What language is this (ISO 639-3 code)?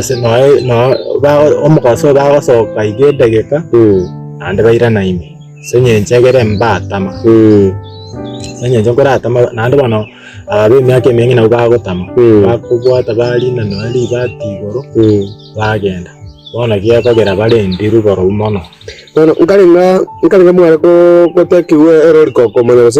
guz